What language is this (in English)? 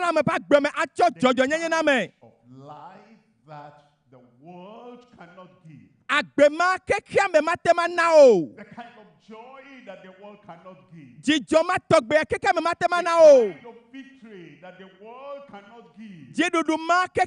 Ewe